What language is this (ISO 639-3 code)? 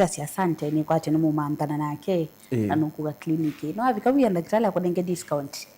kam